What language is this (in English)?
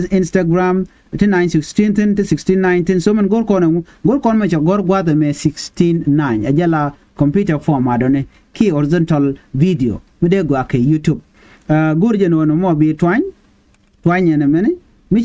Nuer